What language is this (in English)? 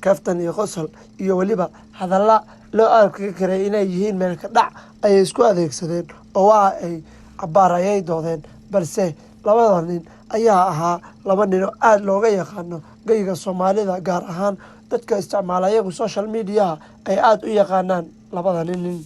Somali